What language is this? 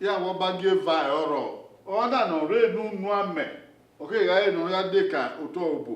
Bini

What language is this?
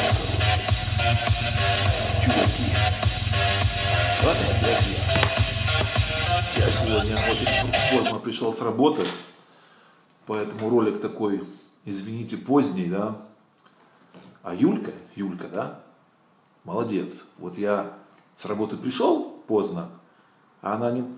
Russian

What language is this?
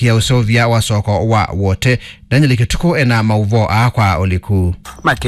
Kamba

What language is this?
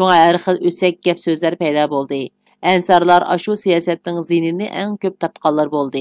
Uyghur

